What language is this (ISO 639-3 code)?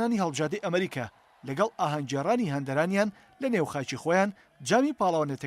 ckb